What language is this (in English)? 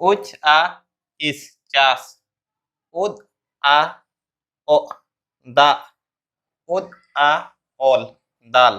Santali